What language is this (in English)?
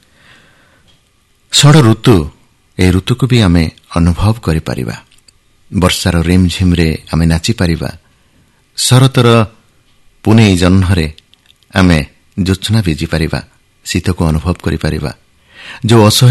Odia